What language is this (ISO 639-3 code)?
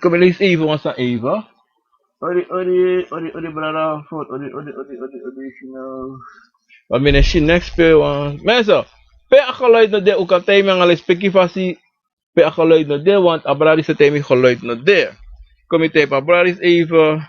srn